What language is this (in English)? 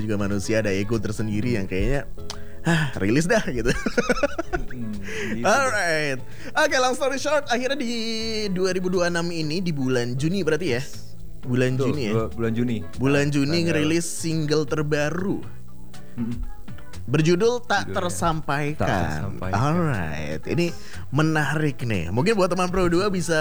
Indonesian